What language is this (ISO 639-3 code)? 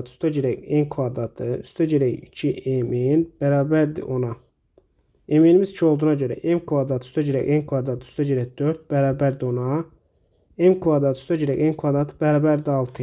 aze